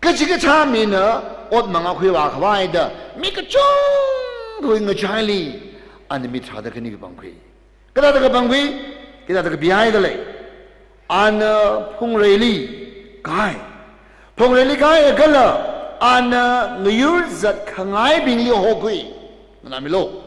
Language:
Tangkhul Naga (India)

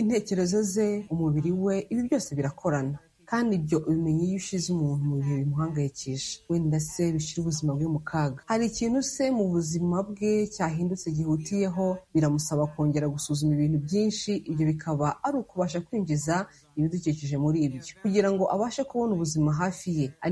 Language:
Kinyarwanda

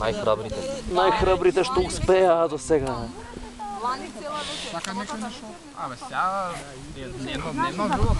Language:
Macedonian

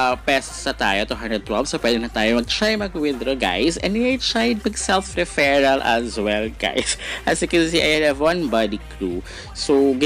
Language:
Filipino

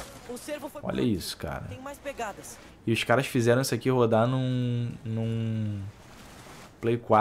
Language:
Portuguese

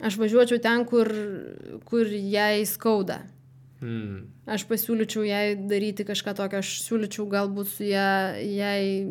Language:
Lithuanian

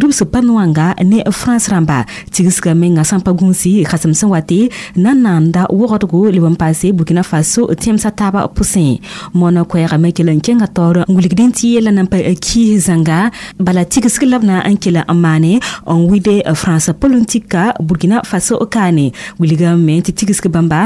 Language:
Mossi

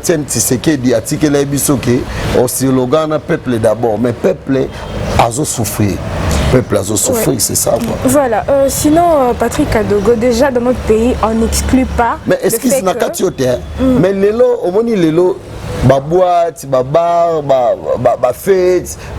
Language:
Lingala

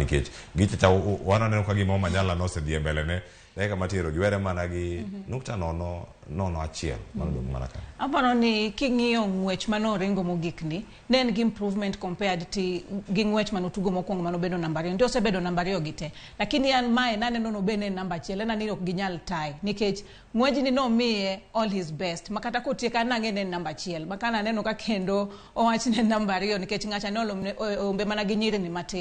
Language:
Luo (Kenya and Tanzania)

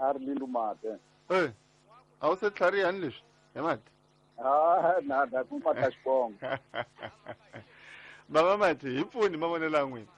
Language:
Tsonga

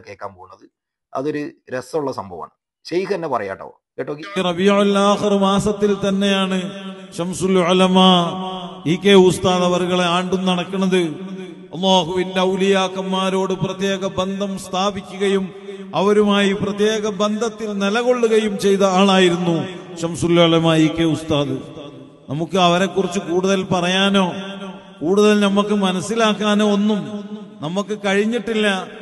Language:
Malayalam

